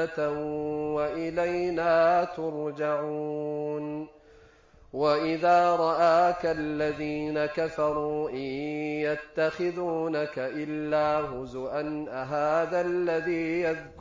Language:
Arabic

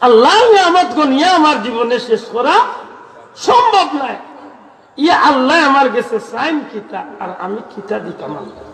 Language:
Sylheti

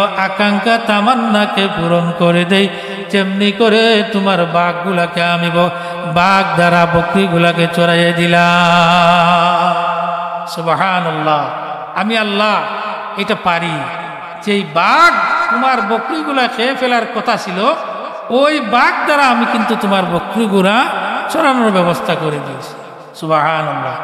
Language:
Sylheti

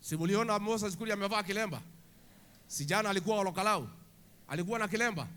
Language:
Swahili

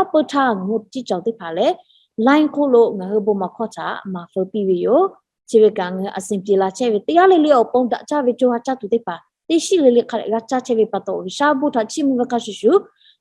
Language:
Lahu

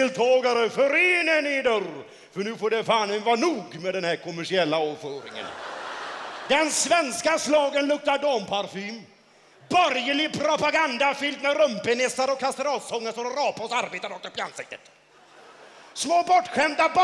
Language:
Swedish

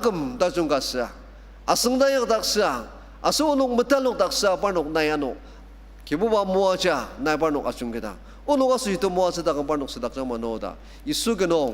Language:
Ao Naga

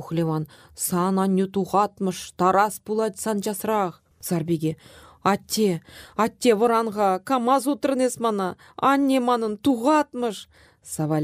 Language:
Chuvash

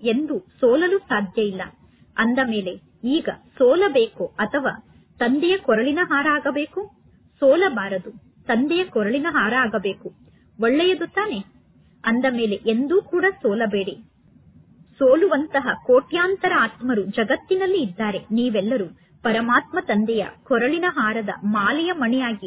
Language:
Kannada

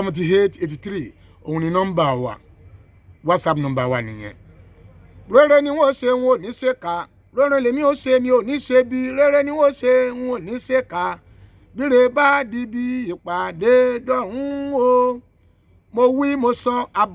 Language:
Yoruba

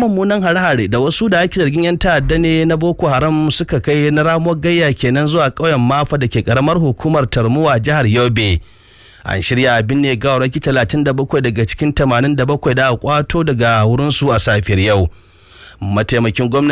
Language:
Hausa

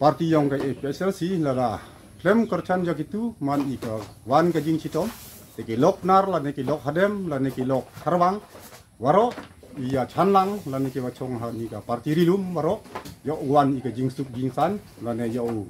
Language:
Karbi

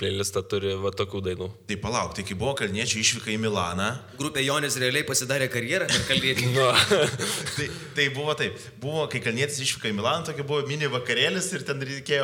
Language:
Lithuanian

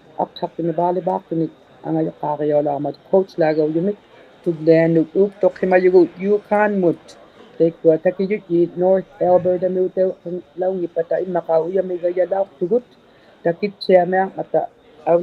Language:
Inuktitut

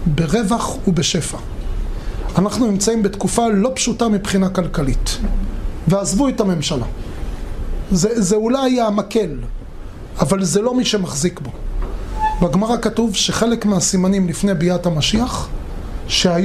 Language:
Hebrew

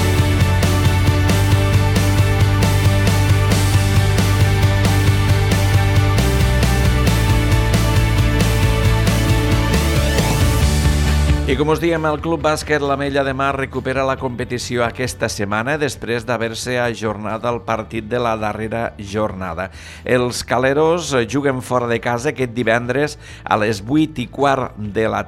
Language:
Catalan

